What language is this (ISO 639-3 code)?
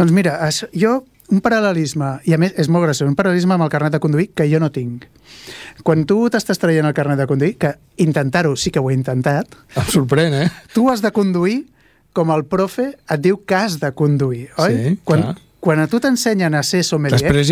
cat